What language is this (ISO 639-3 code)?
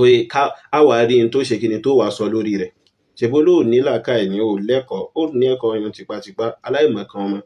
yor